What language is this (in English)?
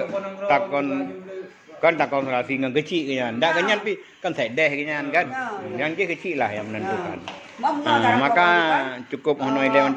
Achinese